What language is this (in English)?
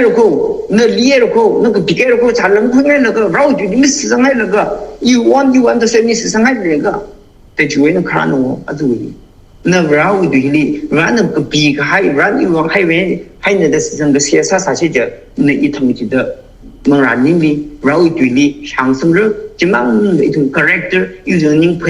Tangkhul Naga (India)